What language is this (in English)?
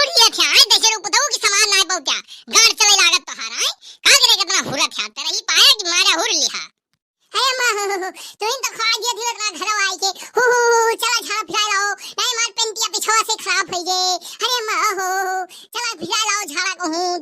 Awadhi